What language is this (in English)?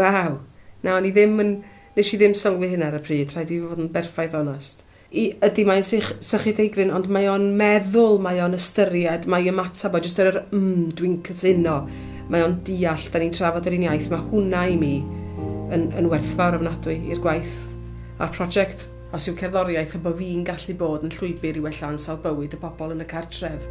Welsh